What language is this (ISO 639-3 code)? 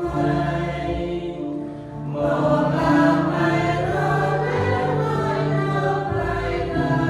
cmo